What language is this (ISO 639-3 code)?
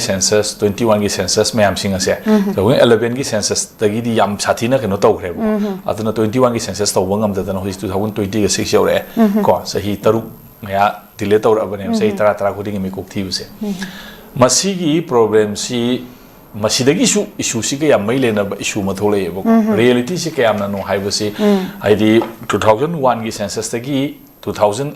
mni